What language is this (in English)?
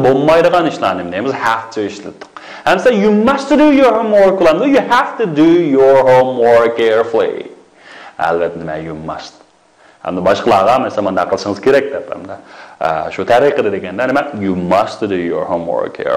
Uyghur